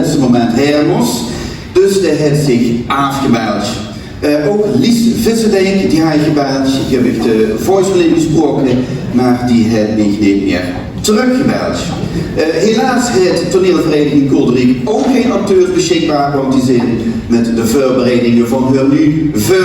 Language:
Limburgish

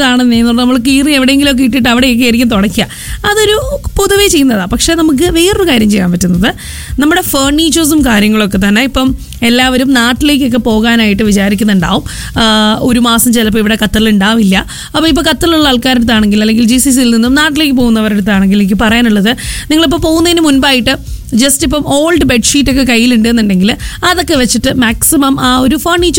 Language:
Malayalam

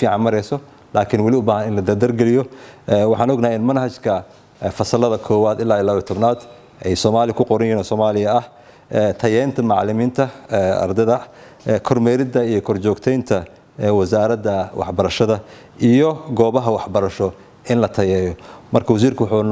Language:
Somali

